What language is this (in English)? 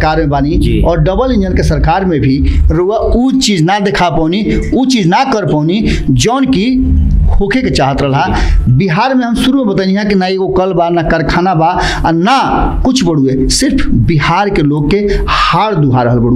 Bhojpuri